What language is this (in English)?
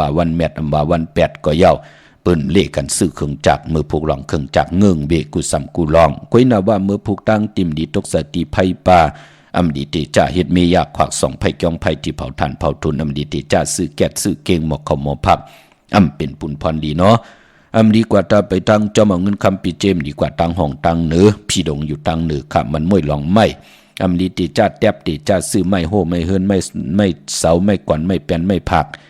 Shan